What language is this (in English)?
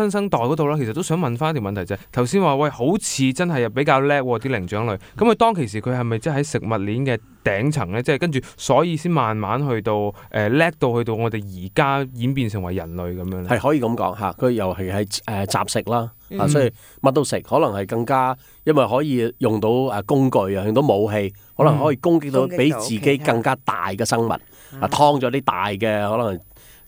Cantonese